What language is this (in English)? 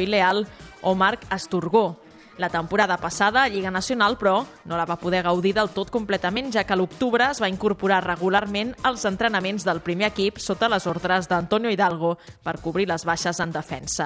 Catalan